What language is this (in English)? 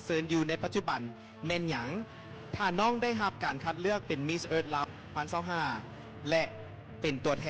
Lao